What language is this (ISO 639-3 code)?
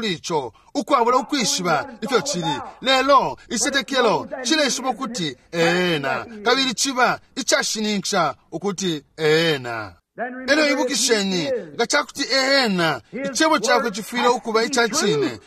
bem